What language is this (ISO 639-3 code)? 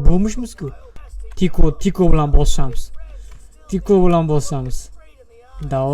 uzb